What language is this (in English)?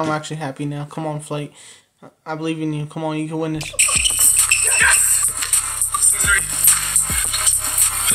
English